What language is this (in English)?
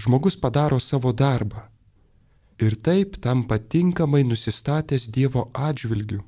Lithuanian